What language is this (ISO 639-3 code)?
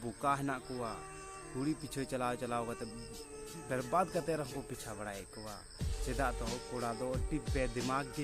sat